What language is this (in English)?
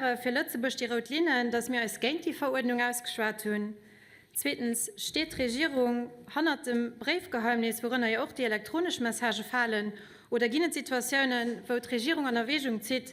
Luxembourgish